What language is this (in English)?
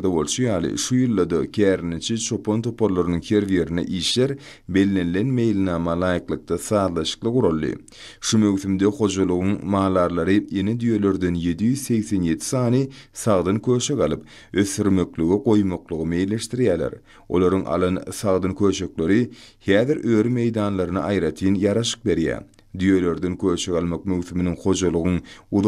Turkmen